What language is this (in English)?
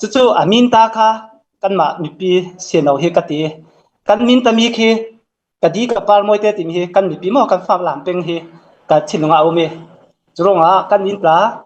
Hakha Chin